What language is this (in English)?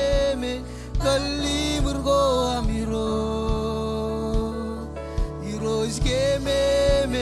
Marshallese